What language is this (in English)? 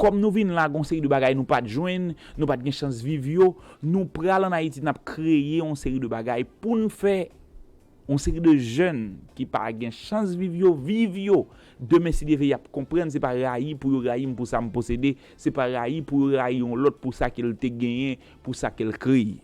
Haitian Creole